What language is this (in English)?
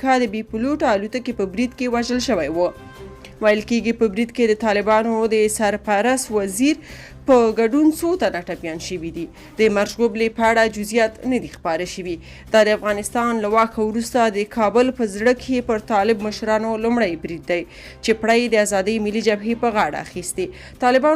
Pashto